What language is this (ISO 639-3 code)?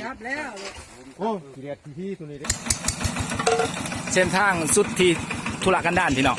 lao